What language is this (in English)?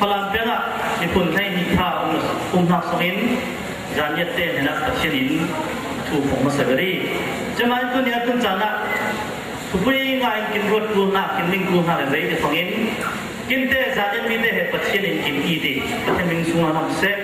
Falam Chin